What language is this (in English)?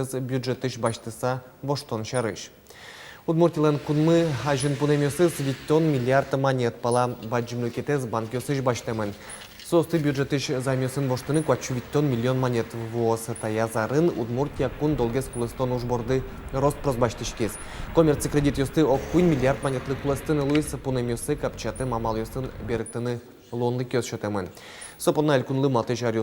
Udmurt